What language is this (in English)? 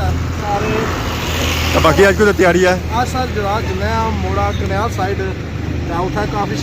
Pahari-Potwari